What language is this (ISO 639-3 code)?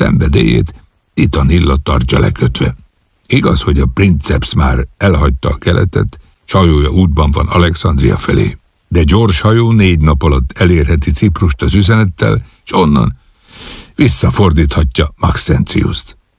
hun